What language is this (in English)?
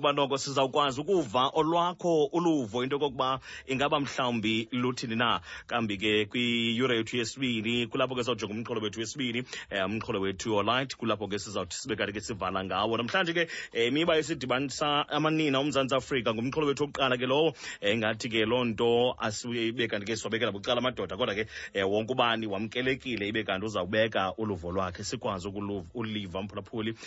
Xhosa